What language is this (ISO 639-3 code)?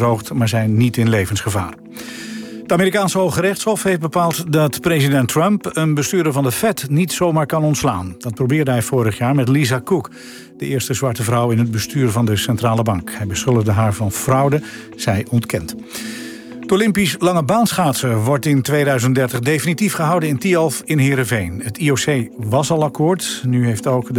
nld